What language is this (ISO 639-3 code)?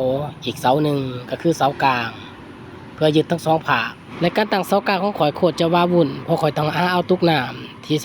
lao